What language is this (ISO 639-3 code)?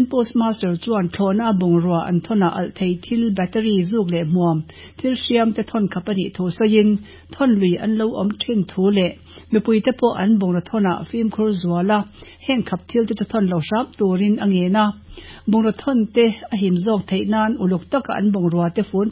lus